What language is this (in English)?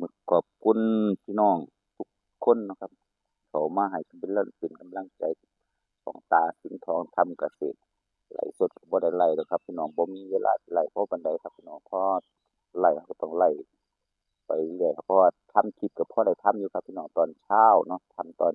Northeastern Thai